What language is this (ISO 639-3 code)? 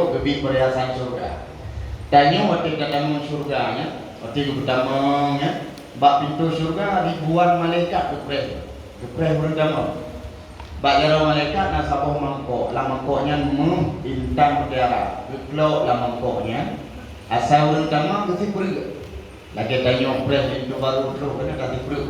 ace